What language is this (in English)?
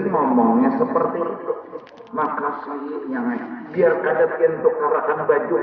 Banjar